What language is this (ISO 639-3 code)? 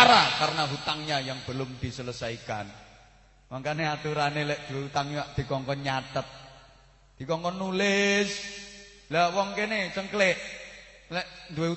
jav